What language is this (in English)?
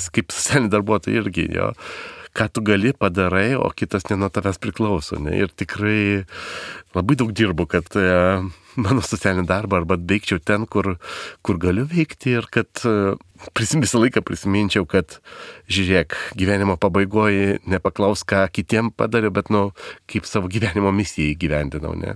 Lithuanian